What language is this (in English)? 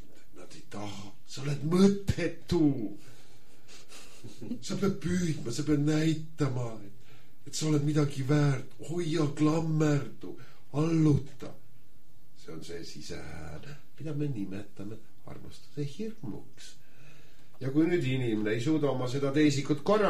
Estonian